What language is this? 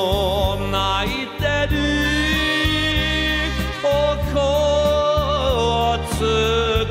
Japanese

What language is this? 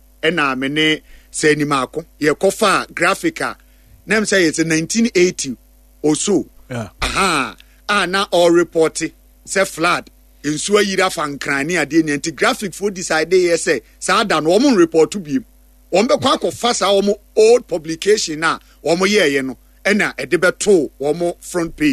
Akan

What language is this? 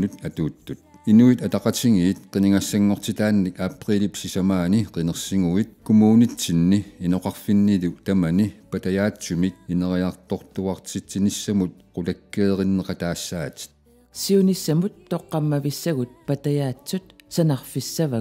Kalaallisut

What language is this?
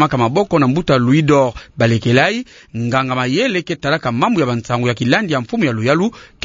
Kituba (Democratic Republic of Congo)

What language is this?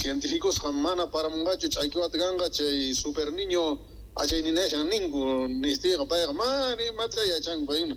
South Bolivian Quechua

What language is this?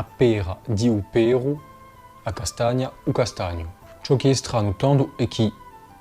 Corsican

